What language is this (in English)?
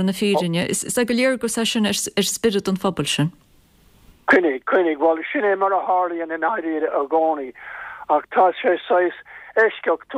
Irish